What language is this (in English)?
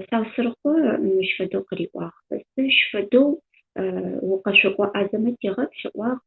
Adyghe